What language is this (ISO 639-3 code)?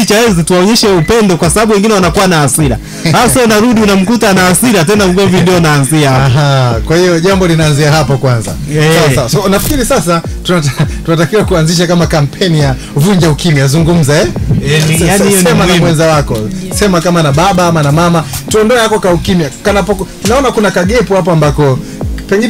swa